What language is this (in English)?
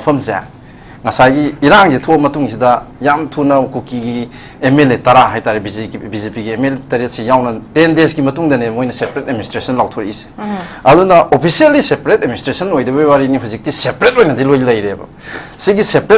Manipuri